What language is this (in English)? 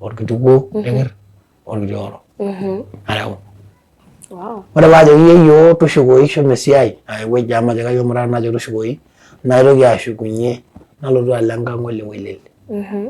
Masai